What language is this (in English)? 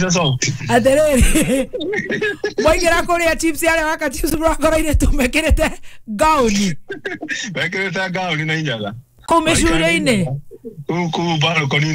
Kikuyu